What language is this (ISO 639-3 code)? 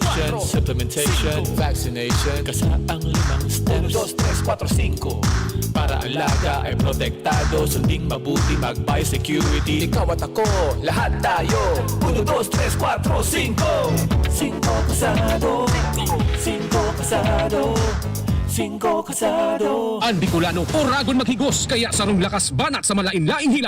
bik